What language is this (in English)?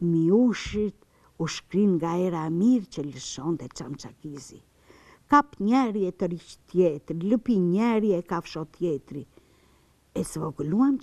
Albanian